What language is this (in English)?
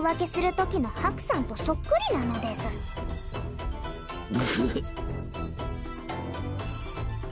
Japanese